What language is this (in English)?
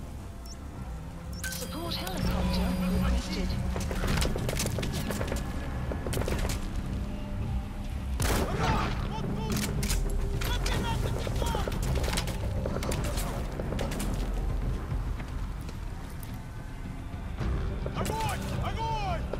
English